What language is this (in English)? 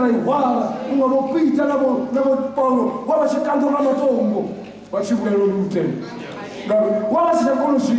Venda